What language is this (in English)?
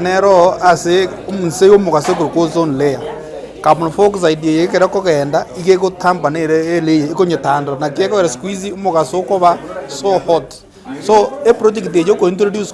Gusii